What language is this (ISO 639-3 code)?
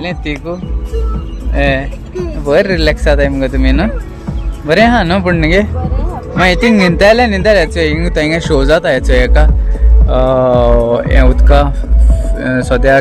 kok